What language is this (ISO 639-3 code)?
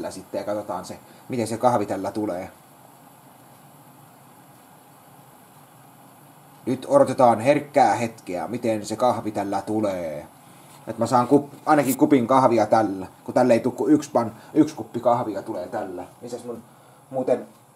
fin